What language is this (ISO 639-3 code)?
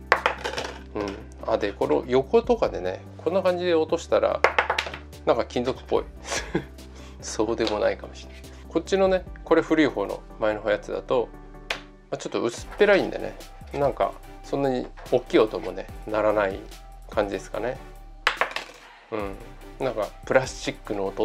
jpn